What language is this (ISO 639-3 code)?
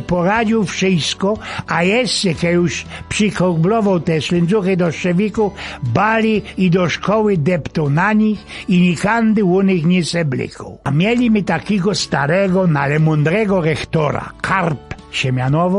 szl